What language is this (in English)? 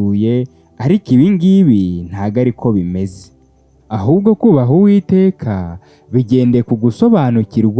Kinyarwanda